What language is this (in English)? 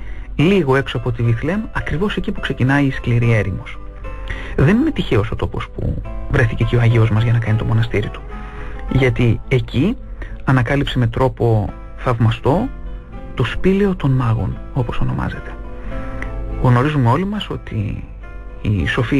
Greek